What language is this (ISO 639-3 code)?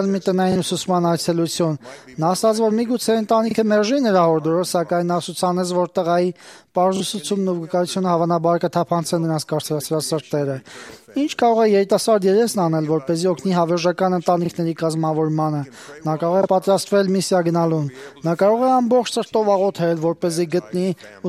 hye